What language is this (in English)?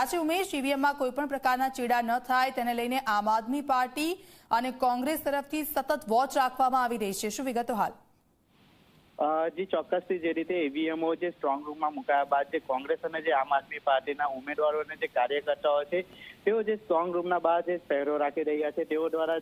Gujarati